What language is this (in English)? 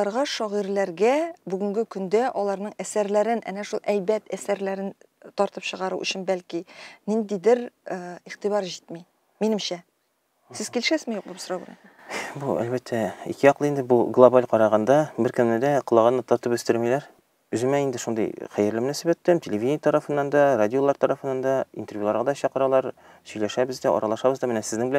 Tatar